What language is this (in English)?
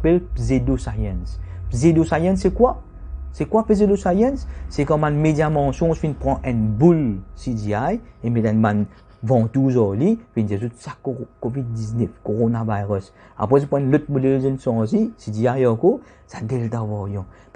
Morisyen